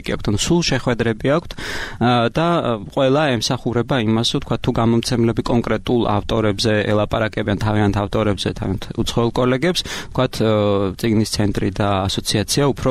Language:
Georgian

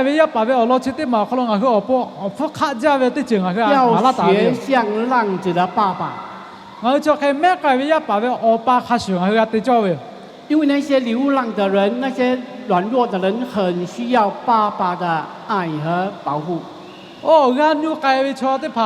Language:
Lahu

